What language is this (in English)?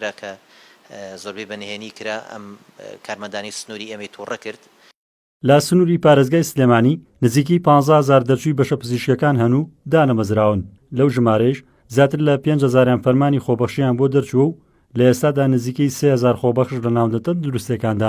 Central Kurdish